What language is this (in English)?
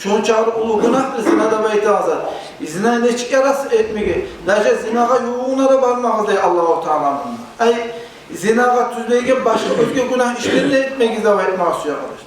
Kumyk